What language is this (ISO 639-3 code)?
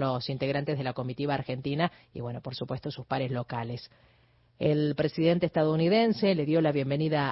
spa